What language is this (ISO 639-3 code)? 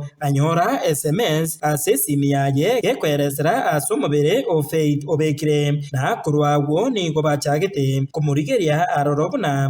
guz